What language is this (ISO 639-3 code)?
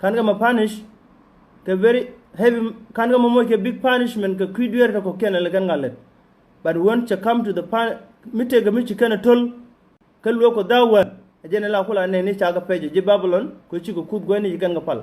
nus